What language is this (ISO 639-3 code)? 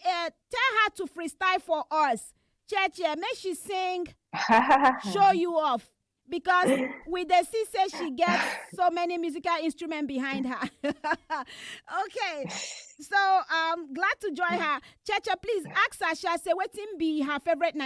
pcm